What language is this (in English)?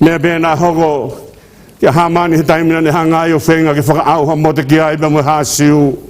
Tongan